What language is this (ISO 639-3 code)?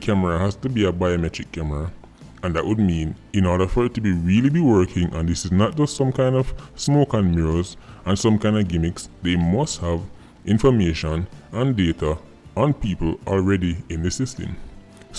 jam